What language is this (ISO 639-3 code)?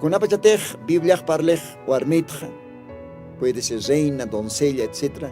aym